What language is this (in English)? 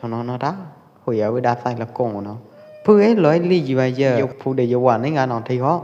Pwo Eastern Karen